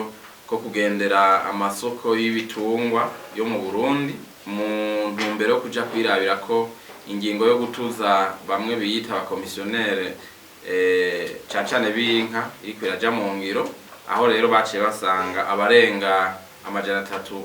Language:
Rundi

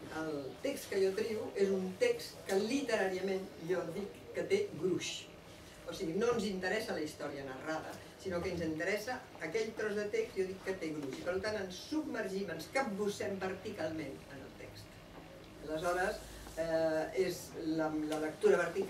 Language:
Catalan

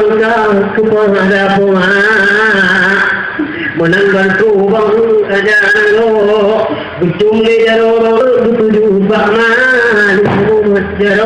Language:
Achinese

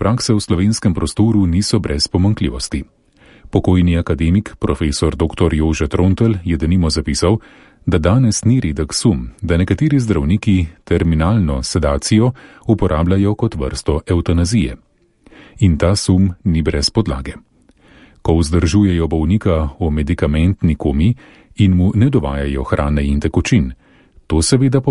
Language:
Slovenian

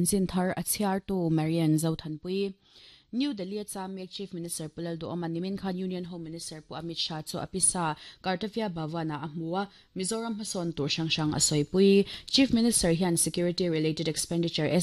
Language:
Mizo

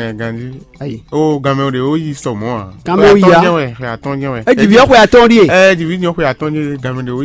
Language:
Fon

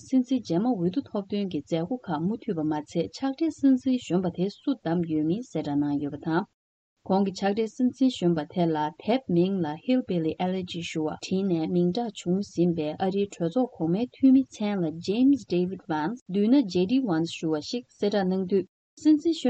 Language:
Tibetan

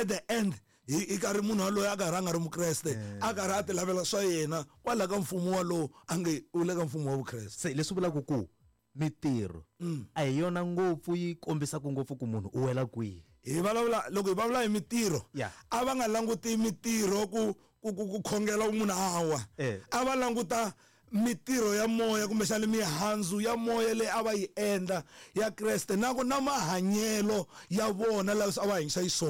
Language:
Tsonga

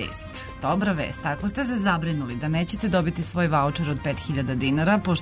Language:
Serbian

